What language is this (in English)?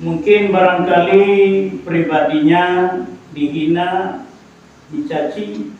Minangkabau